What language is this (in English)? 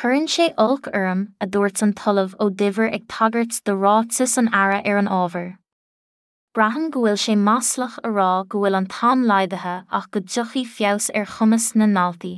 Irish